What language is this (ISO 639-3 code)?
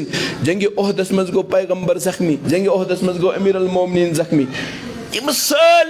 kas